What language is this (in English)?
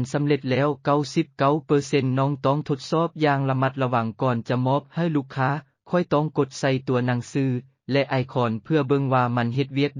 Lao